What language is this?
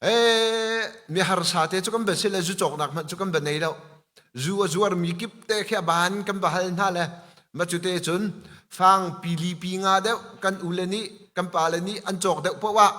Hakha Chin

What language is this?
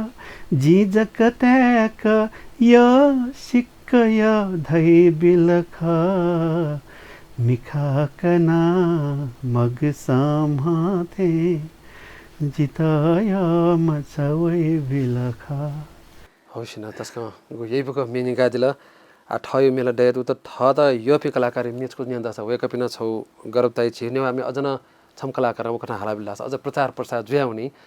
Newari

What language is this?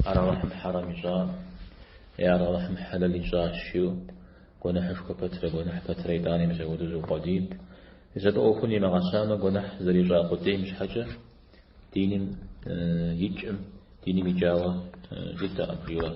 Kabardian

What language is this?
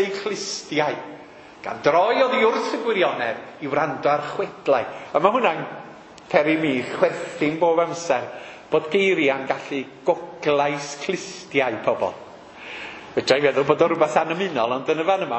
Welsh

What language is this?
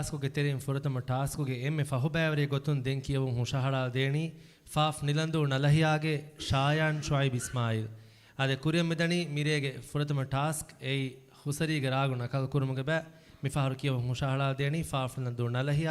Divehi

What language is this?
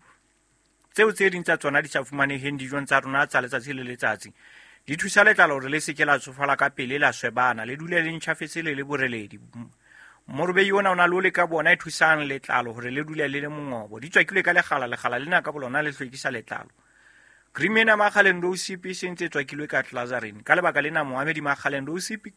Southern Sotho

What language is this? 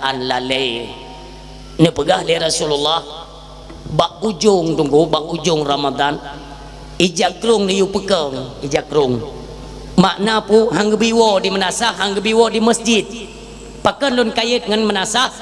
Achinese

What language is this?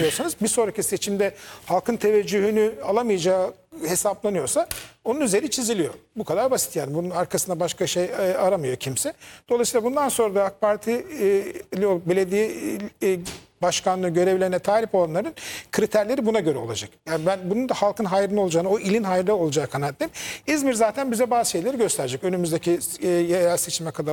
Turkish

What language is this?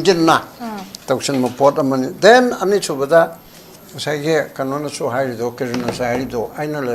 Manipuri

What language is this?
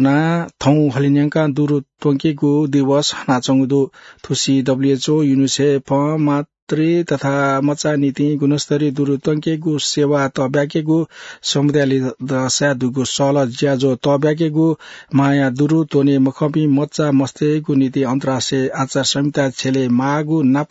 Newari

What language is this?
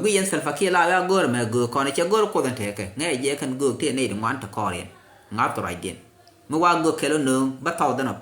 Nuer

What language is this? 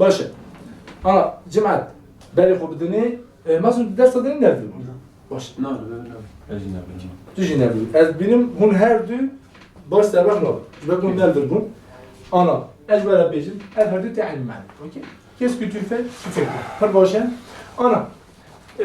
Kurdish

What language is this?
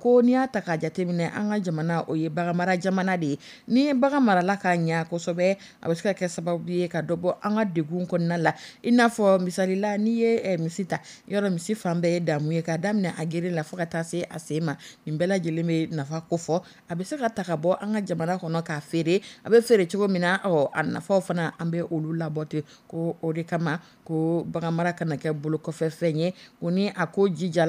Dyula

